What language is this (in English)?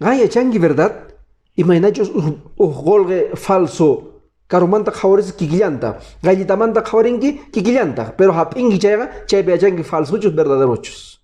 Quechua